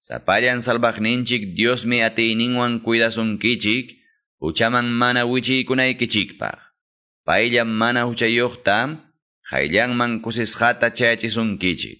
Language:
Quechua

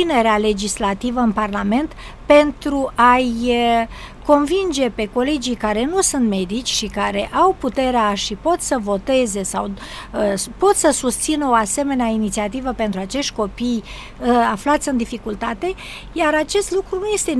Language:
Romanian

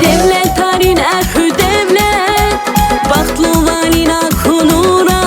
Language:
Tabassaran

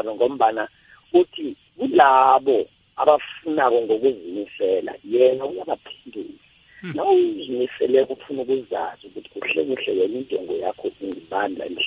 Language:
South Ndebele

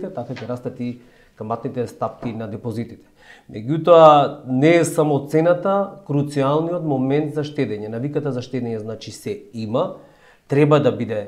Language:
Macedonian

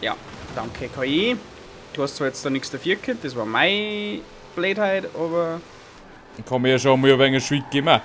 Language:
Bavarian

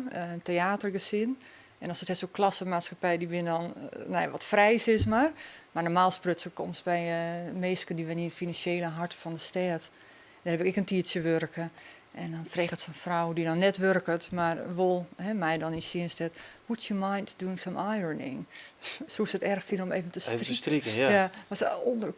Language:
Western Frisian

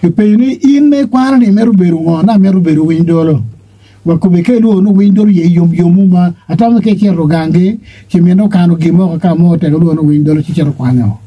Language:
Acoli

